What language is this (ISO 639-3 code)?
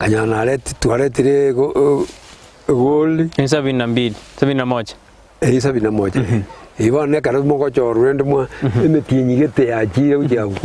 guz